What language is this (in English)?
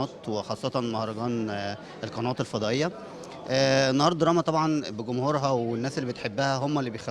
Egyptian Arabic